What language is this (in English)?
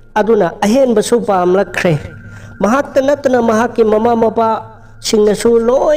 Manipuri